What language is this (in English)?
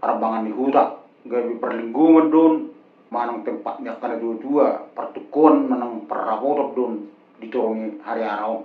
Batak Toba